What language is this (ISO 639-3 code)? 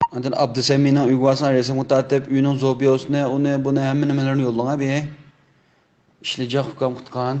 uig